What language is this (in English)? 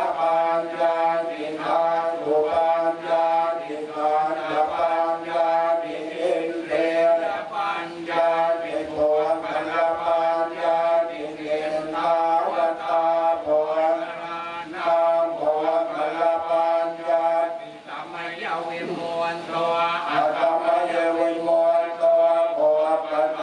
Pali